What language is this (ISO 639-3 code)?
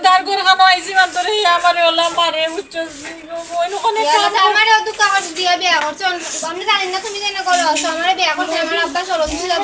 syl